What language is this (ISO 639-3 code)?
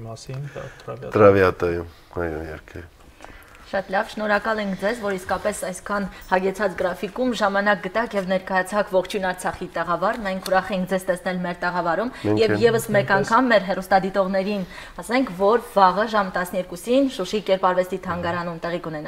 hye